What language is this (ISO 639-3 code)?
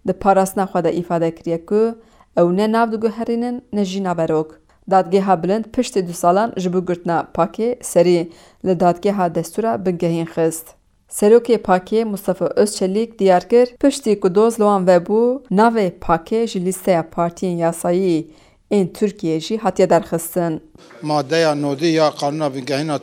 kur